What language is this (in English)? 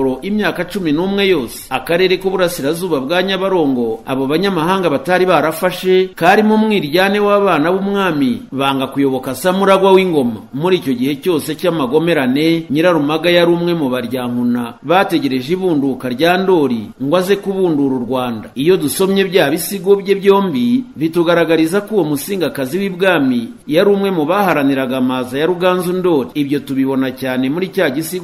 Kinyarwanda